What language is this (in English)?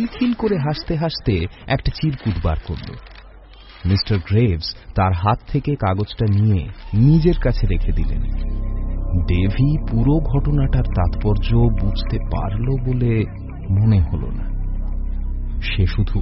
Bangla